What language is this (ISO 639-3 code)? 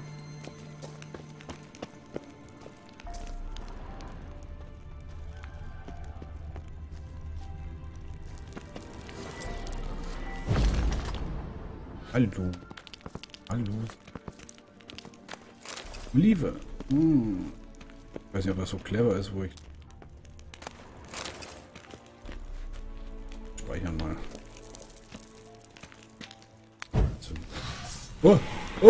deu